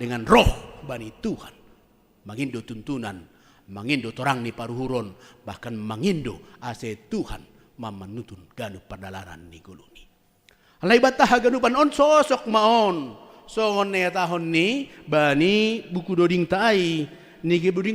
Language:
Batak Simalungun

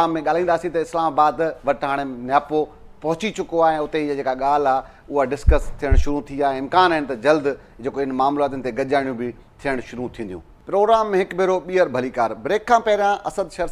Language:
Sindhi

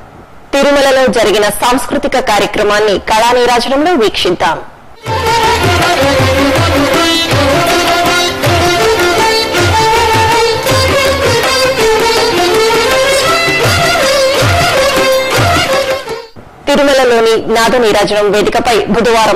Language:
Telugu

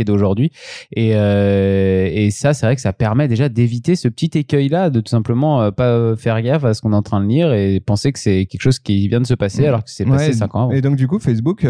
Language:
French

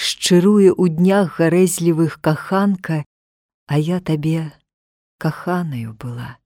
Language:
Belarusian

